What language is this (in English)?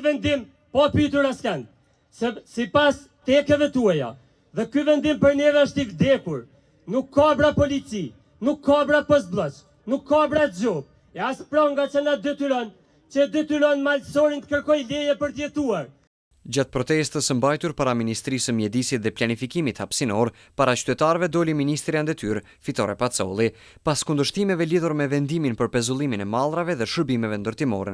Albanian